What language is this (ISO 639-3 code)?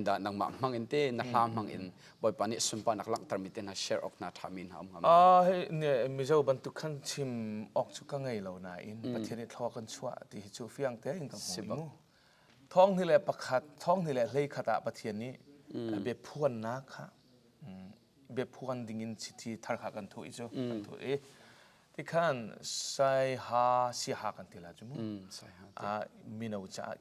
cnh